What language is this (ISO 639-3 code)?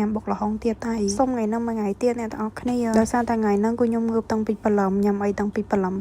khm